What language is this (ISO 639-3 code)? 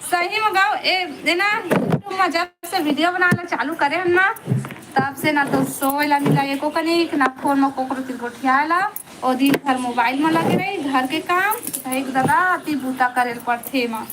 hne